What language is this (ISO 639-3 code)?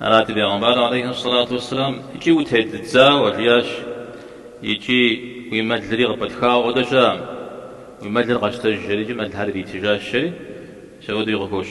kbd